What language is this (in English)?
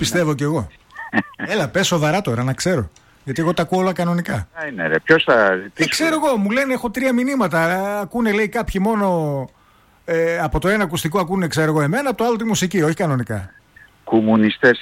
Greek